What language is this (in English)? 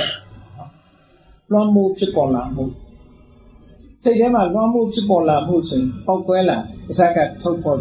Burmese